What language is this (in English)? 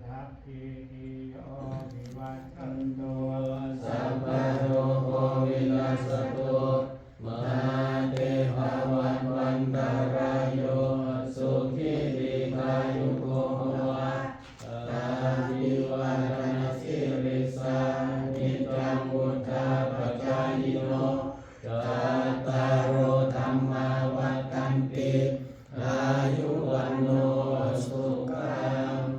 Pali